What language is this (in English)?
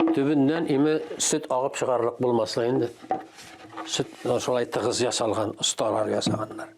Tatar